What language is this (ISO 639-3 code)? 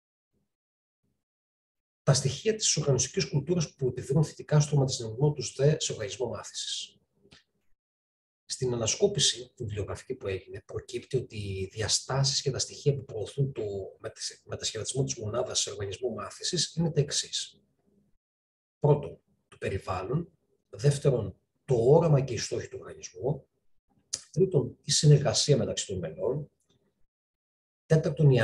ell